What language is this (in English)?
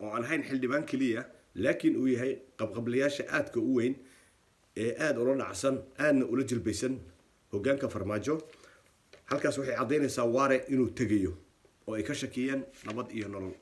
Somali